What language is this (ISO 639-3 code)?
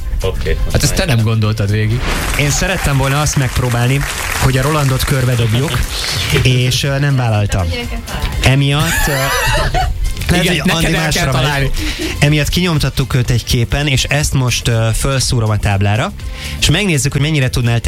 hun